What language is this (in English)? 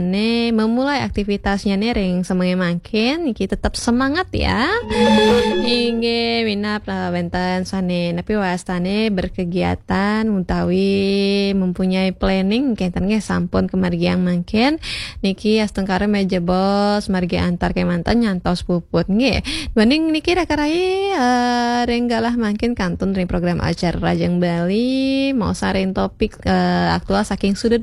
Balinese